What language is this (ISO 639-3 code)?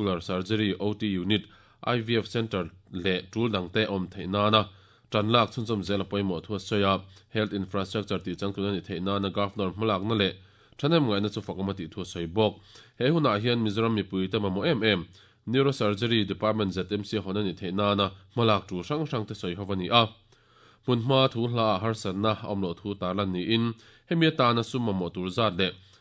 lus